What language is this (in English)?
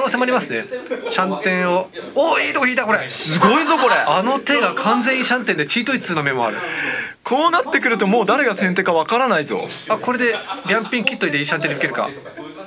Japanese